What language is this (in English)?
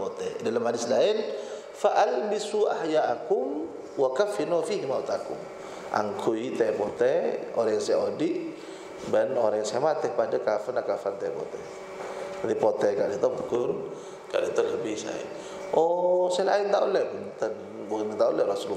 Madurese